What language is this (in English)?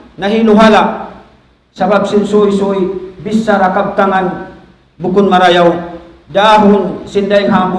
Tausug